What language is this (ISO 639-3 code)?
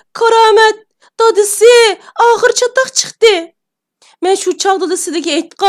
uig